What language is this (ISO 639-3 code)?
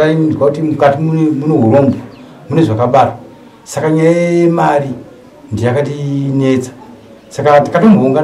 sna